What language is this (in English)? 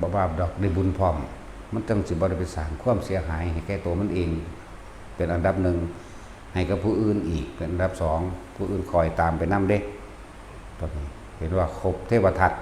Northeastern Thai